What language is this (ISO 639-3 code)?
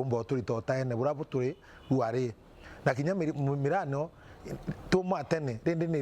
mer